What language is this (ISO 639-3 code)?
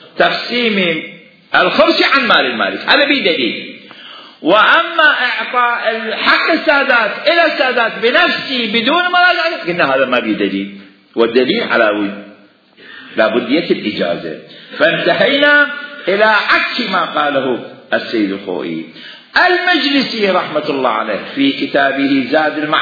acm